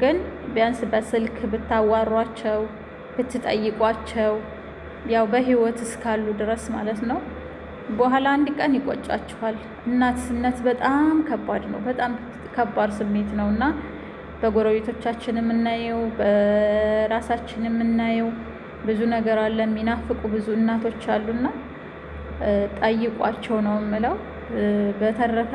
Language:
Amharic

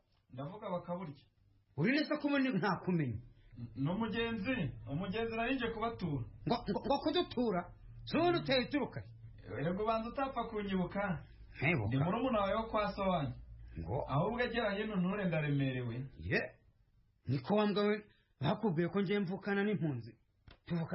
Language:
Kinyarwanda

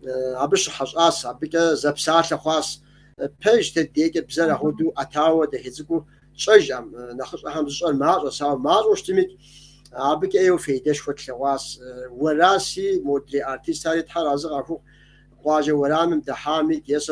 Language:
Kabardian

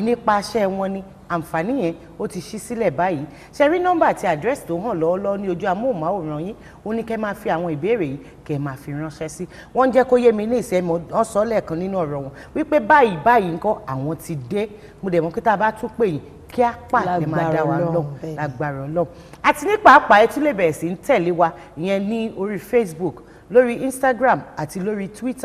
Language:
Yoruba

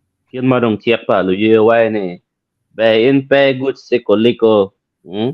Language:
Acoli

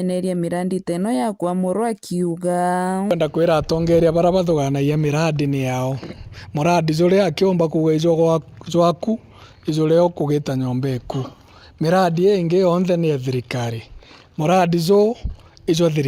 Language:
Meru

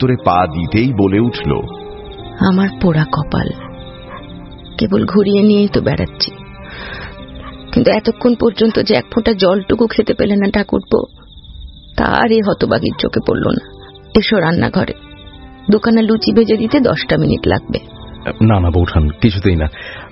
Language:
Bangla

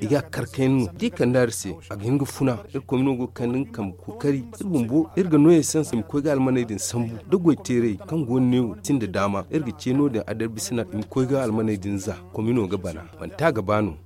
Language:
Zarma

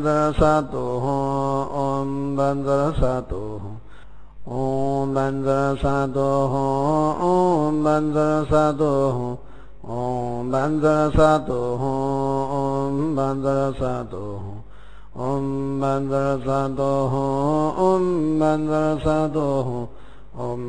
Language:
Sanskrit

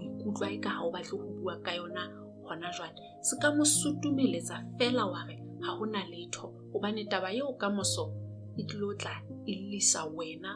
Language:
Southern Sotho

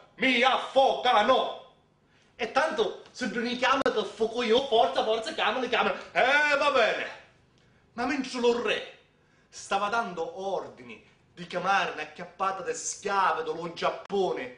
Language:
Sicilian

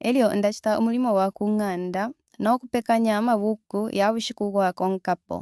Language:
Bemba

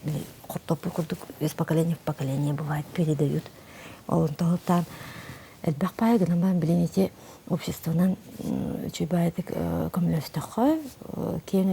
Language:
Yakut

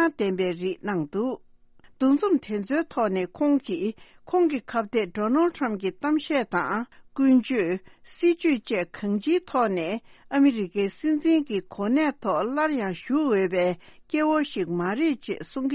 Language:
Tibetan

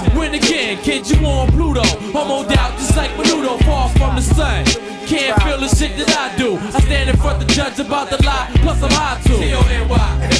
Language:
English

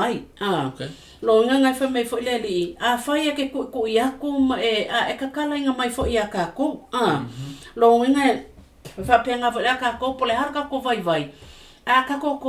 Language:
Samoan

